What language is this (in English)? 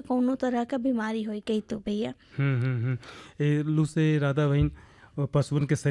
Bhojpuri